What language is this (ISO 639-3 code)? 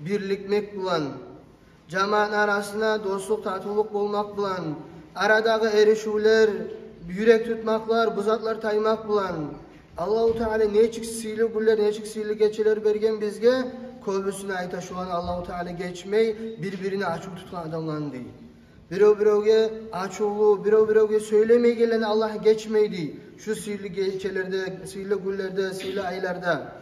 kum